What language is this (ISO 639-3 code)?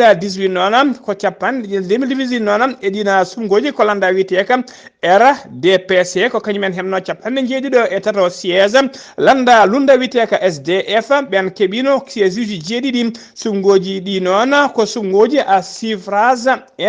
ful